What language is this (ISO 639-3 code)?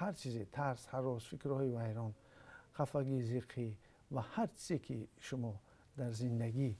tgk